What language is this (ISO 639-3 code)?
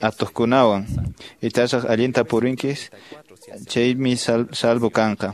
que